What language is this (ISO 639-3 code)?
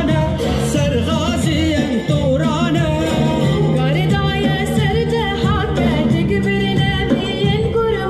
kur